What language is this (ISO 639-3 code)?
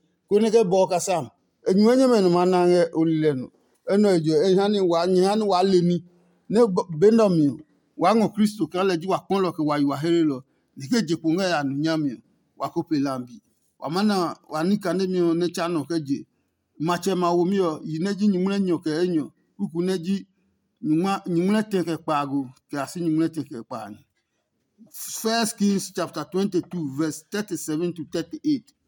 ada